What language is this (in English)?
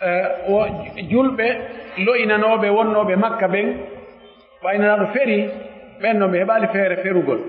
Pular